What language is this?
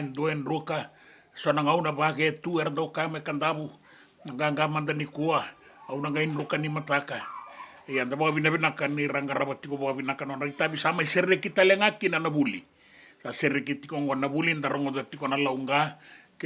Fijian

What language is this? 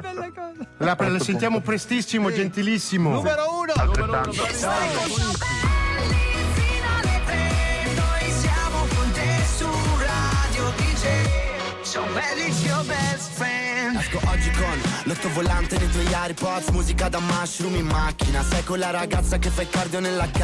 Italian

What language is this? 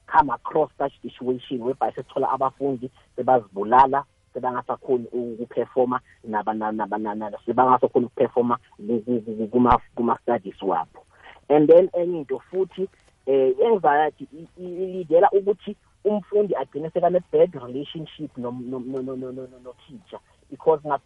South Ndebele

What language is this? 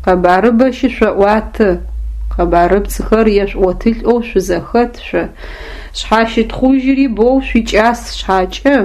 Adyghe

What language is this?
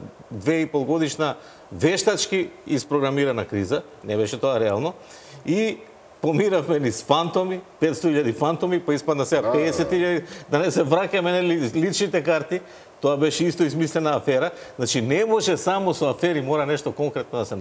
Macedonian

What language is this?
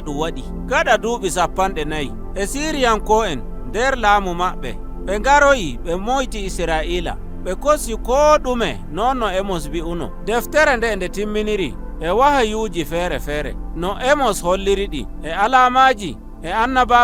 Nigerian Fulfulde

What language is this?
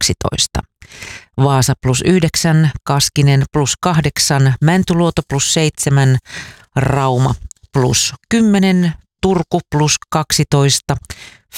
Finnish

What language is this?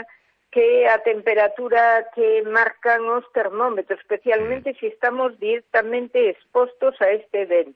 Galician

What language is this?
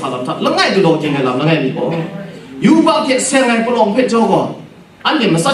Kachin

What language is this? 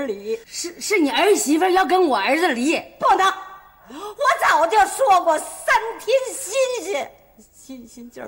Chinese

